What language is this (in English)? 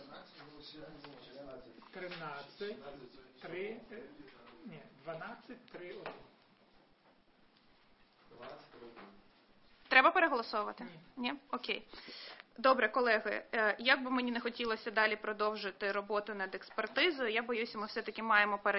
Ukrainian